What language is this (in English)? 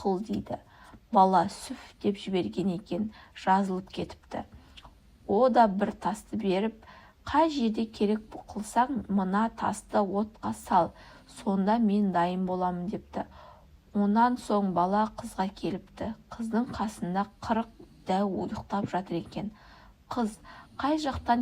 Kazakh